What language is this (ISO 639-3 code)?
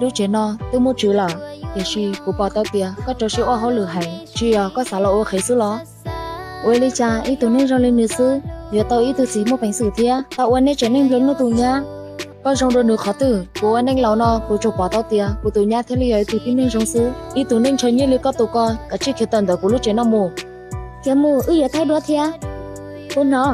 hmn